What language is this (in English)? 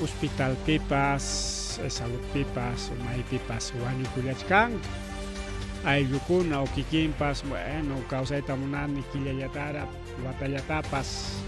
Ayacucho Quechua